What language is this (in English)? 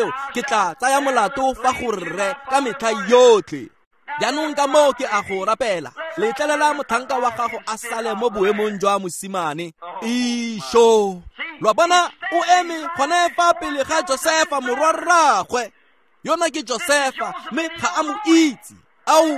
Tswana